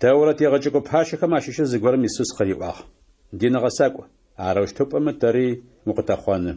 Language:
Adyghe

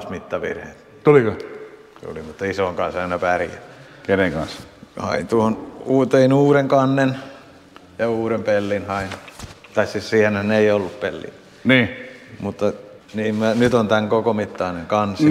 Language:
Finnish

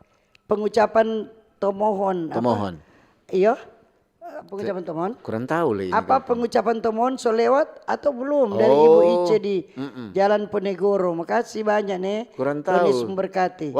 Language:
Manado Malay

